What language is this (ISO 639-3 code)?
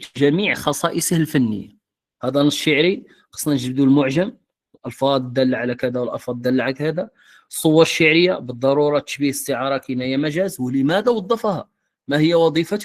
ary